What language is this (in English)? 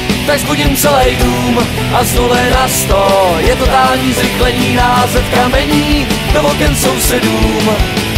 Czech